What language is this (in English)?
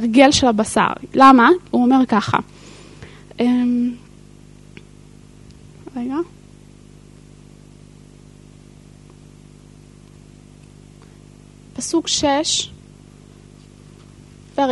Hebrew